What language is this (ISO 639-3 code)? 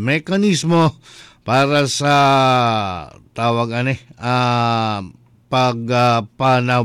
ceb